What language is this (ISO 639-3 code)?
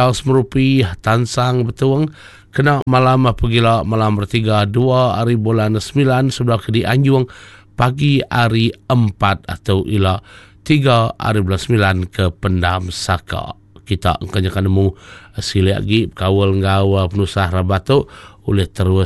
iba